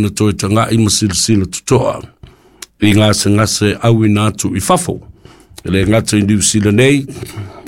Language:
Samoan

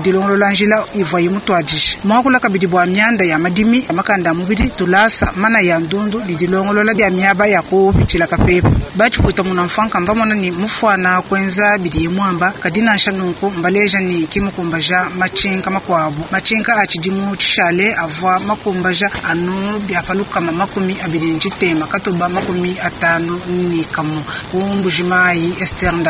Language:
Luba-Lulua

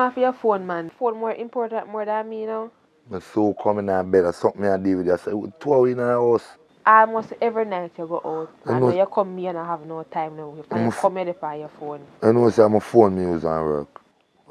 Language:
Jamaican Creole English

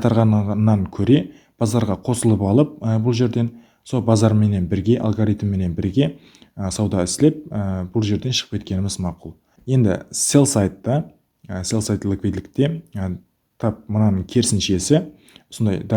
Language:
Kara-Kalpak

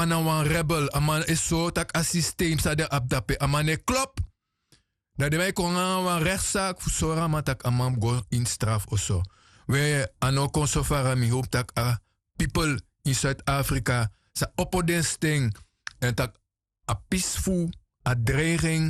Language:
Sranan Tongo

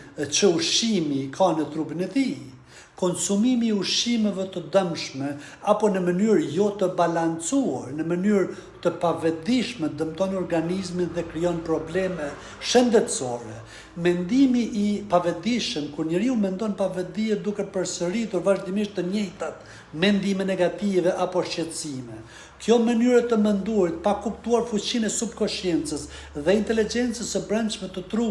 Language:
Albanian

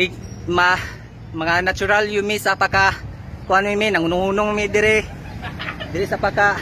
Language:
Cebuano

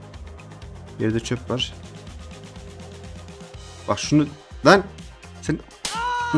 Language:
Turkish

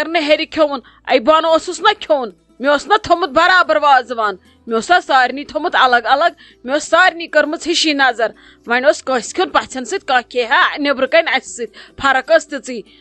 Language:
Kashmiri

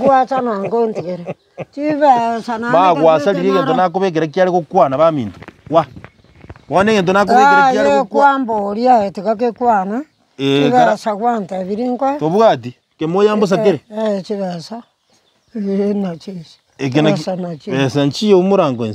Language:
Gusii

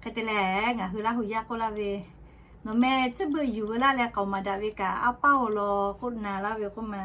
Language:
Lahu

